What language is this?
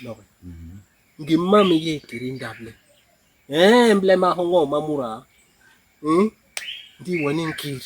Basaa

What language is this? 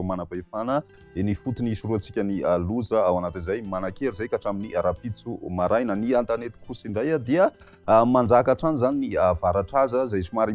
Malagasy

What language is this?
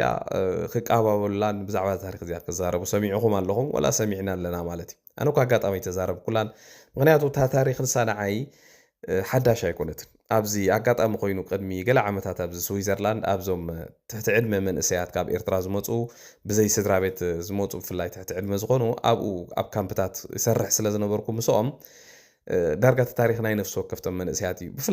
Tigrinya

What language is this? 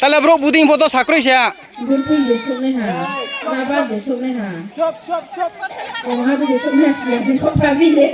Riang (India)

